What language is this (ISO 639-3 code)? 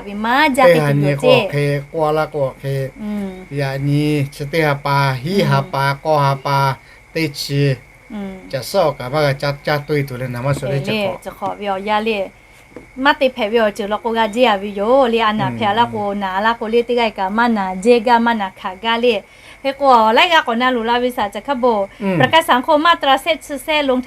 lhu